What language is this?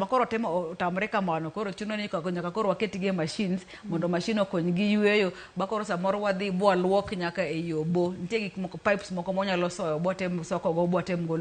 Luo (Kenya and Tanzania)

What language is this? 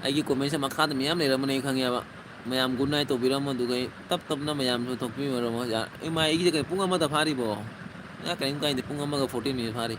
Manipuri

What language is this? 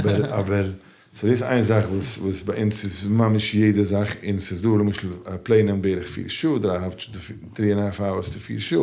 Yiddish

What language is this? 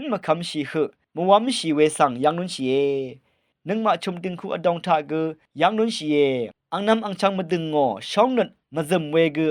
Rawang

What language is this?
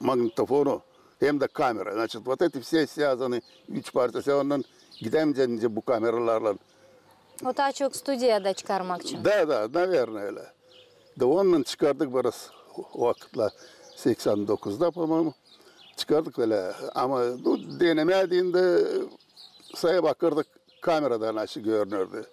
Gagauz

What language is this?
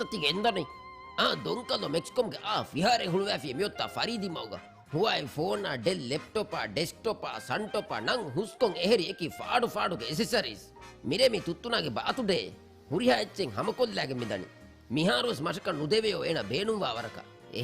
Divehi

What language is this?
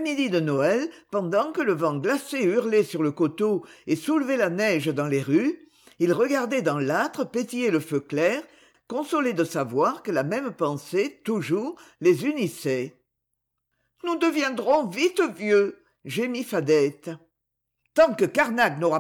French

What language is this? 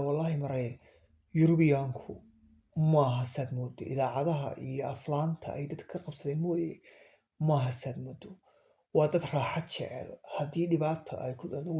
Somali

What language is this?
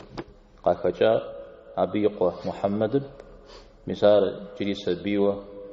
Kabardian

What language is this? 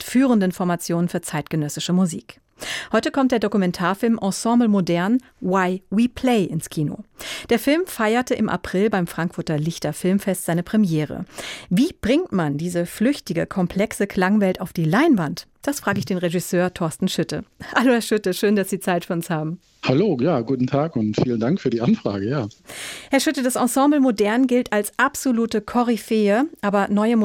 German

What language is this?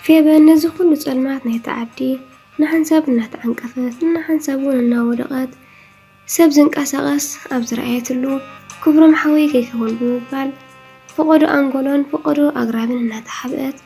Tigrinya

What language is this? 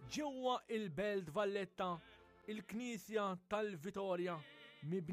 Maltese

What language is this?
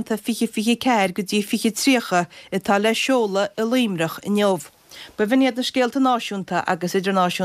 Irish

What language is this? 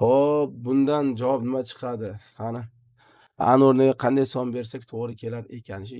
Uzbek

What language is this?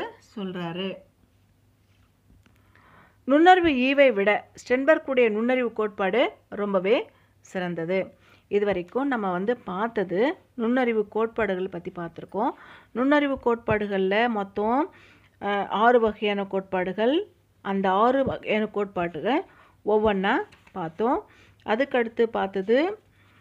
Tamil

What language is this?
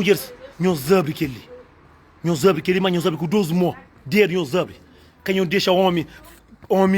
Kabuverdianu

